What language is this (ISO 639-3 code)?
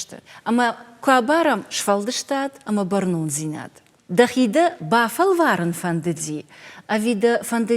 oss